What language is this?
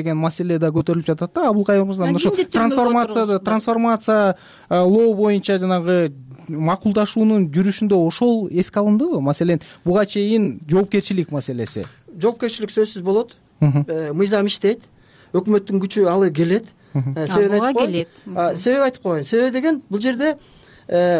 Kyrgyz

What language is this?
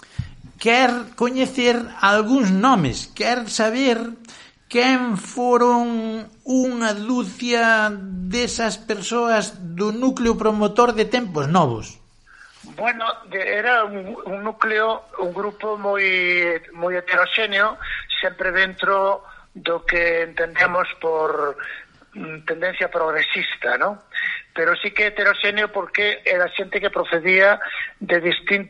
Galician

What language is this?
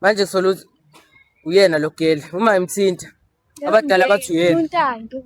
Zulu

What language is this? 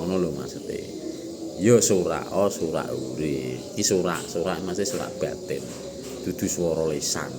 Javanese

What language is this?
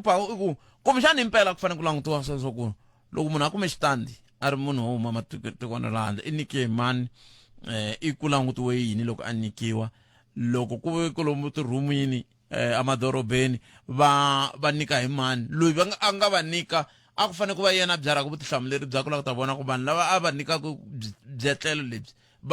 Tsonga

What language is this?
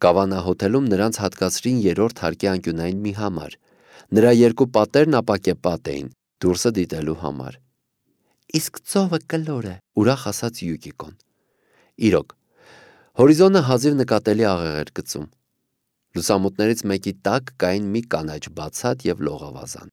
Armenian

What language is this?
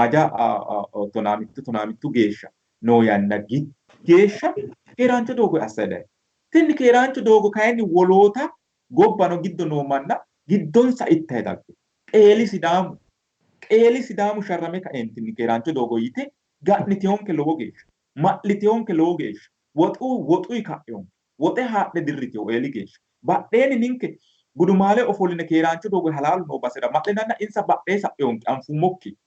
Sidamo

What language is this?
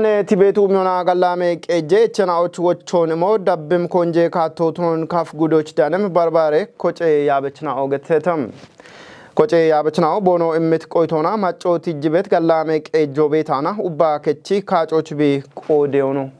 Kafa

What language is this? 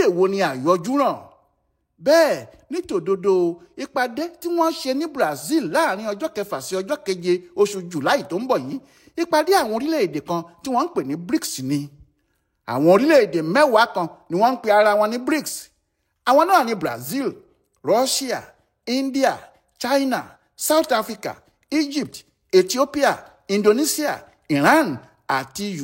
Yoruba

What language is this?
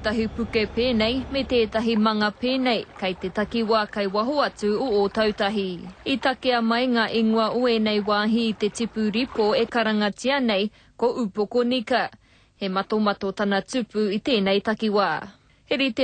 Māori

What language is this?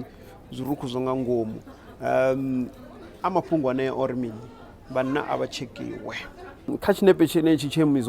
Venda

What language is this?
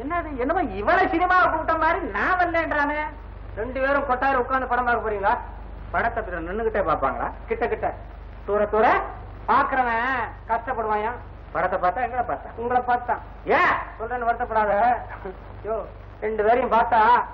Tamil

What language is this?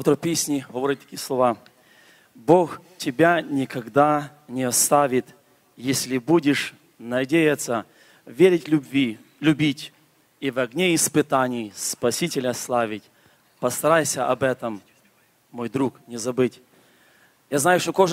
Ukrainian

